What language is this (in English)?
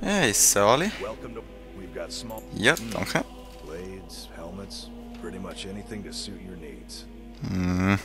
Swiss German